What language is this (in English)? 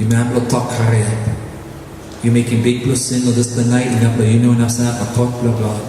Tok Pisin